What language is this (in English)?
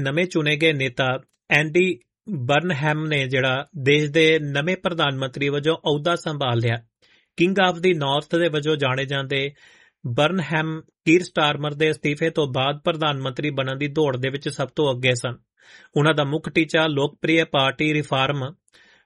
Punjabi